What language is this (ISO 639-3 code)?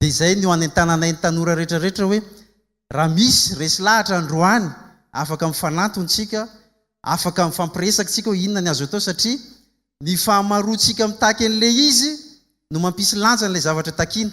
mlg